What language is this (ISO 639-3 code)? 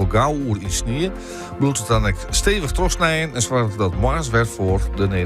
fry